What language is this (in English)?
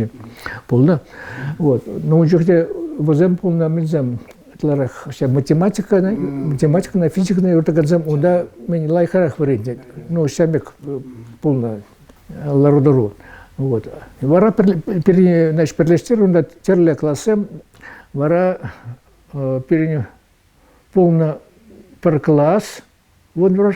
Chuvash